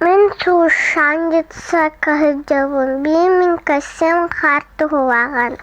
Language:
Yakut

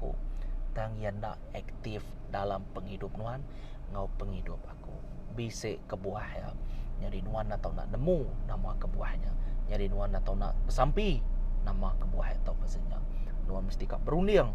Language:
Iban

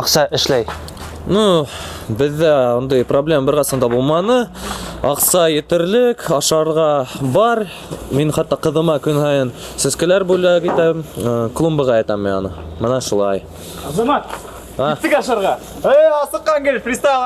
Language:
Bashkir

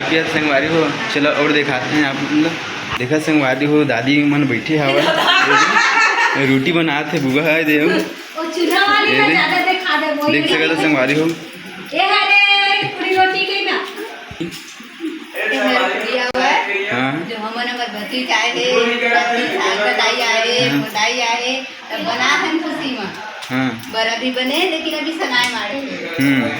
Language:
Chhattisgarhi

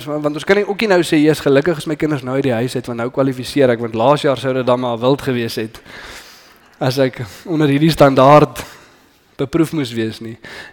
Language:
Afrikaans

